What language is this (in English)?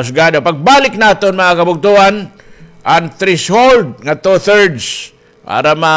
Waray